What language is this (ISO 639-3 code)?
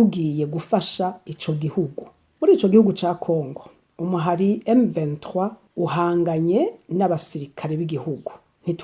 run